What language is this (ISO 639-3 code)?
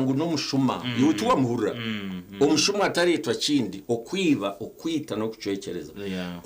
nyn